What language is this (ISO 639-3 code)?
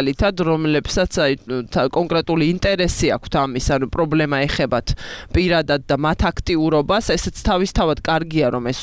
kat